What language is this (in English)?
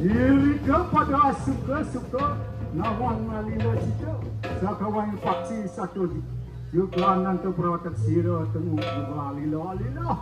Balinese